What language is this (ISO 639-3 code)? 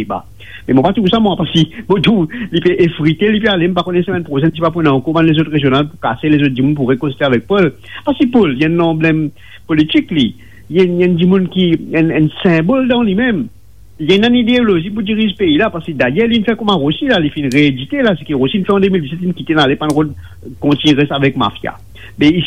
mfe